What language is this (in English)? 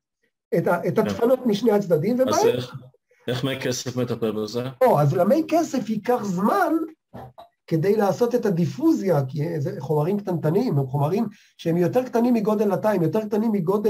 Hebrew